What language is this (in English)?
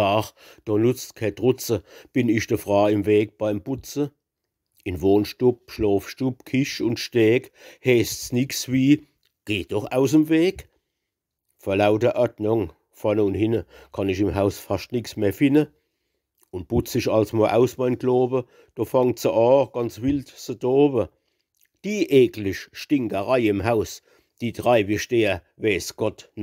Palatine German